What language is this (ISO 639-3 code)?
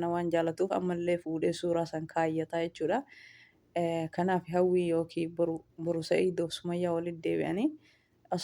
orm